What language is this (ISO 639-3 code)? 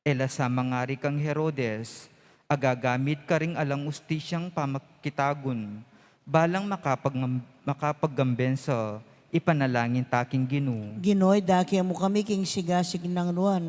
pam